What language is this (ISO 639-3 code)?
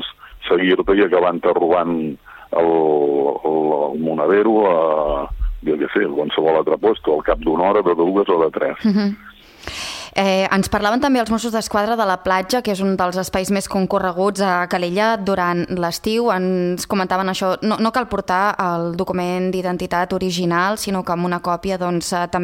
cat